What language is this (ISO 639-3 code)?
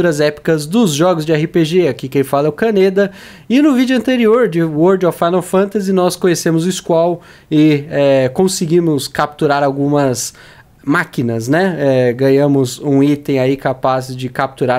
por